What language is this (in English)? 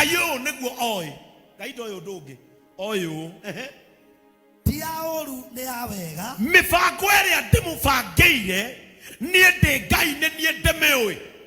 Kikuyu